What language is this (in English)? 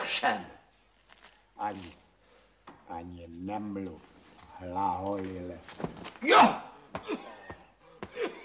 Czech